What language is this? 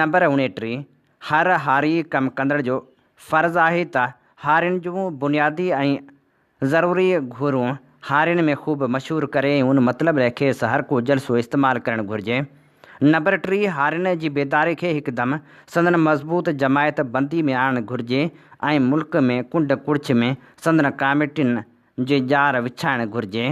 Sindhi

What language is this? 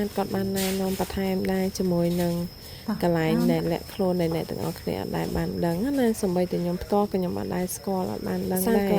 Khmer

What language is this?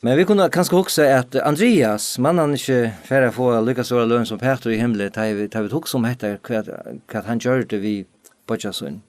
Faroese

